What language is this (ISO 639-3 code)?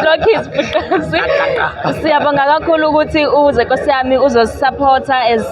zul